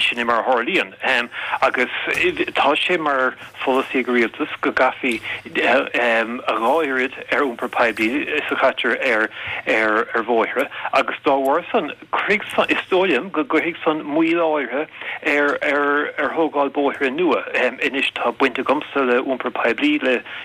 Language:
Irish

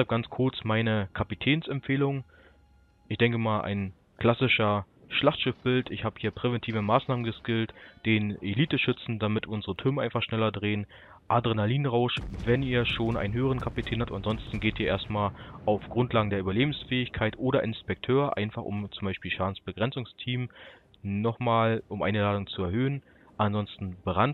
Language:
German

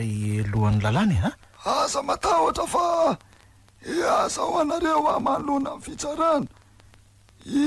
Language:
Malagasy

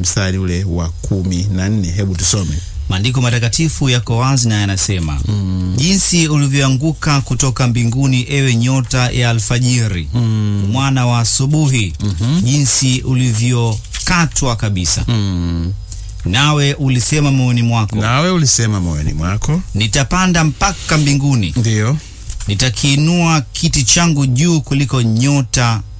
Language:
Swahili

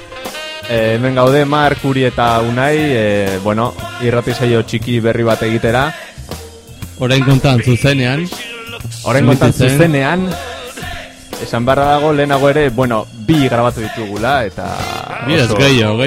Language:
Basque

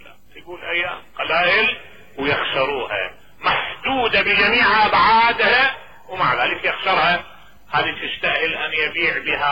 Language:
Mesopotamian Arabic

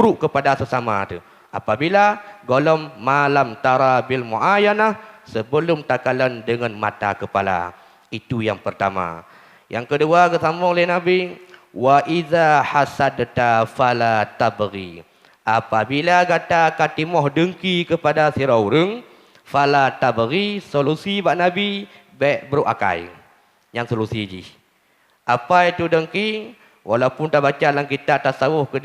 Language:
Achinese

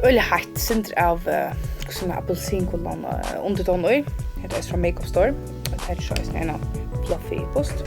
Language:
Faroese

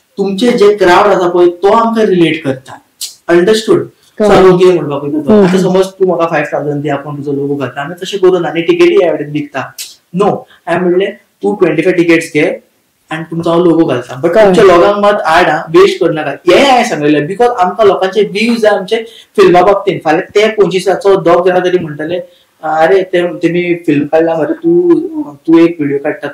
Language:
Konkani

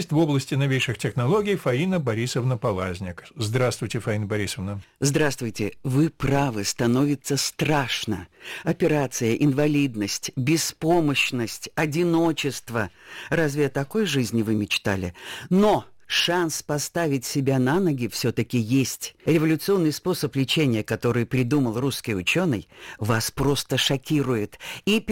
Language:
Russian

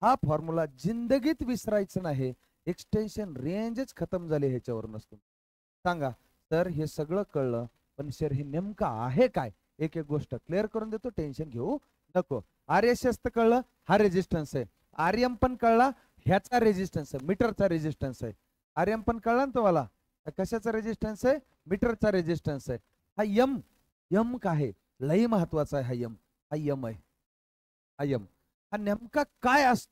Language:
Marathi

